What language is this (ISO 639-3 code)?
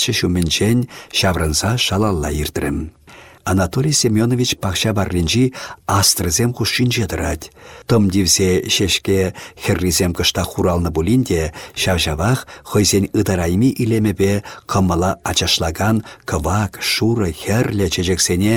chv